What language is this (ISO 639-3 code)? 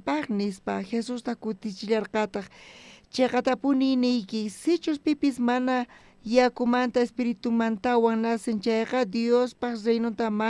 quh